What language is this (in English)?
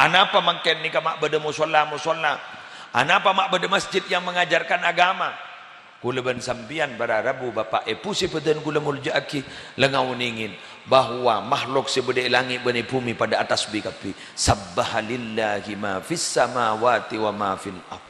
Madurese